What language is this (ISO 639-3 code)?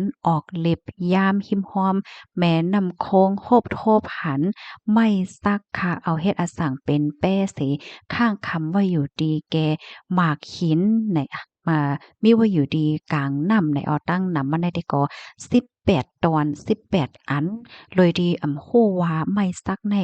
shn